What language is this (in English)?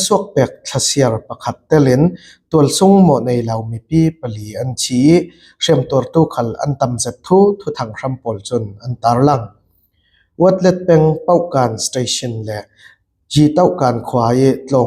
Falam Chin